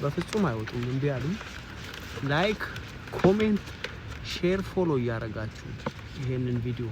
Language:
Amharic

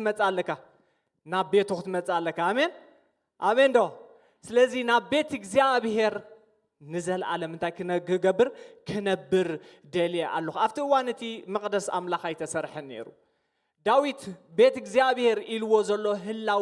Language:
Tigrinya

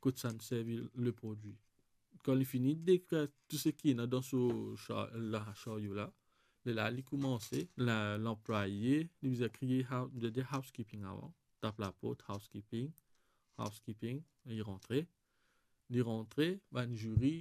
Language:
Morisyen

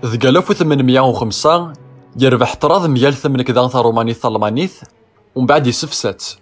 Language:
Kabyle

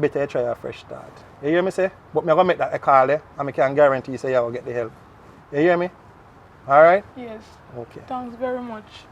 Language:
Jamaican Creole English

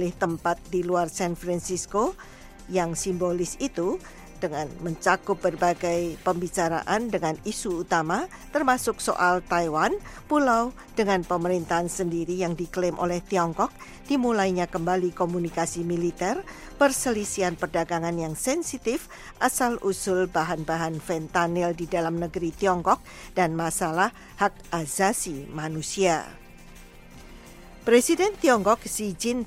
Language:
Indonesian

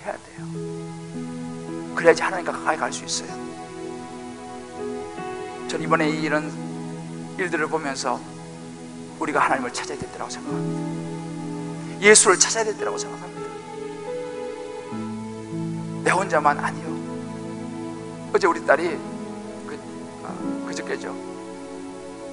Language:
Korean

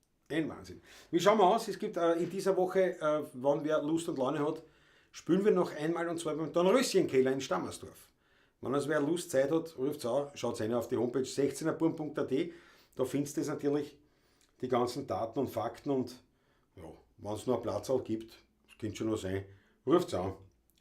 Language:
Bavarian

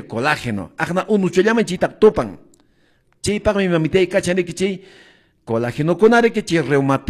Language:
Quechua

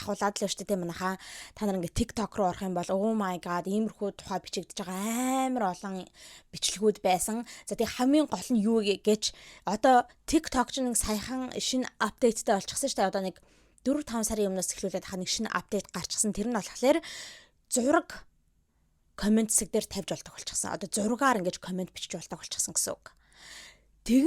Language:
Mongolian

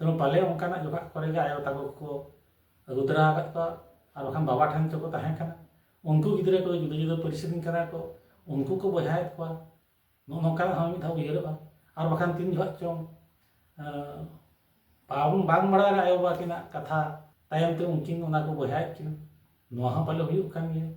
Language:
Santali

